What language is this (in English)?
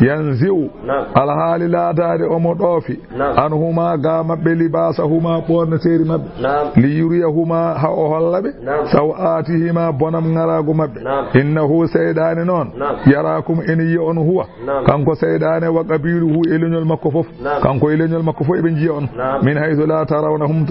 Fula